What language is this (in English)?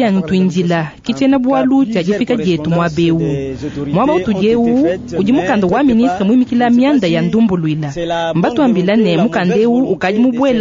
Luba-Lulua